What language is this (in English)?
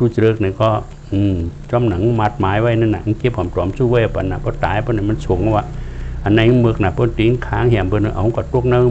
Shan